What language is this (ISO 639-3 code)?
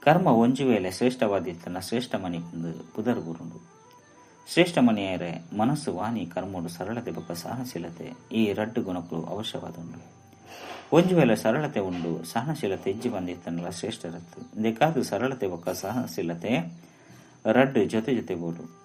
tcy